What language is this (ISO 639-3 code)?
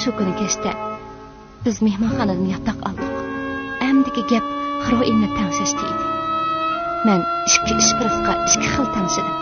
uig